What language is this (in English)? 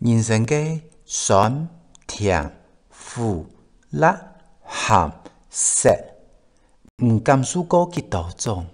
Hakka Chinese